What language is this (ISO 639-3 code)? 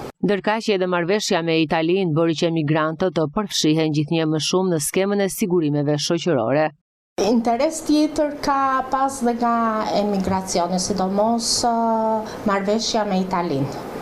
sqi